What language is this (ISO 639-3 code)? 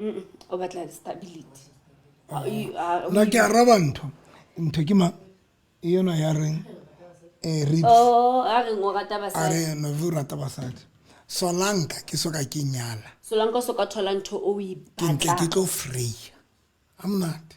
sot